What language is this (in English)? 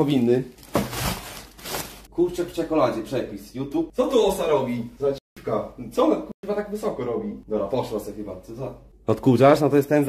Polish